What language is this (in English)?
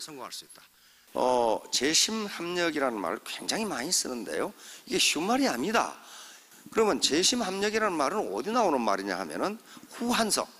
Korean